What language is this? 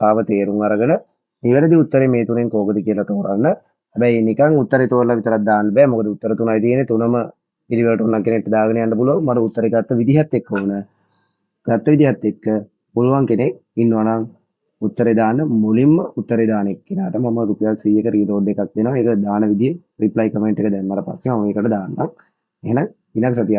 Sinhala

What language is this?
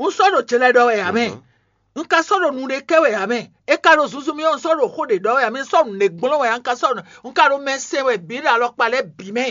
Fon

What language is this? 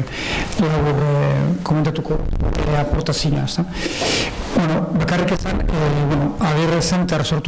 Basque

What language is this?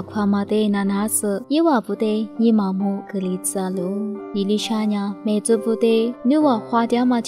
Lisu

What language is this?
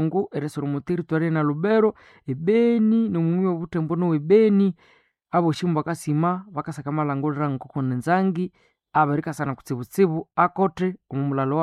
Nande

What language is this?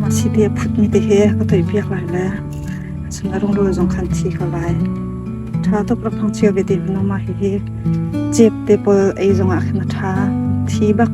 Hakha Chin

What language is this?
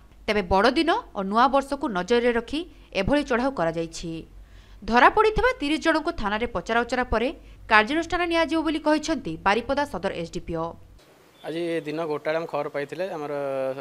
Odia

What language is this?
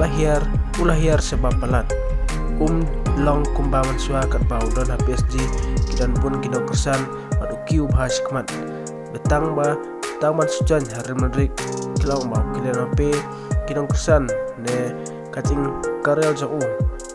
Khasi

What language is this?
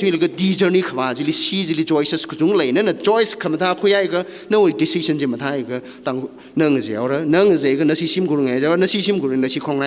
Tangkhul Naga (India)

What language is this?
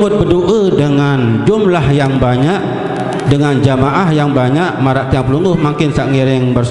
Sasak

